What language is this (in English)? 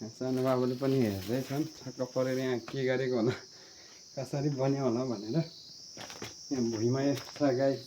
Nepali